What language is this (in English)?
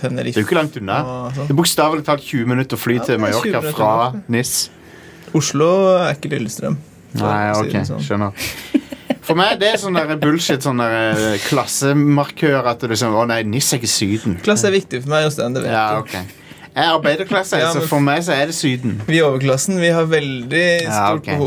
Norwegian